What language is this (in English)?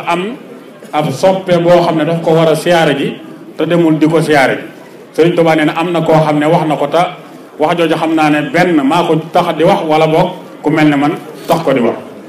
Wolof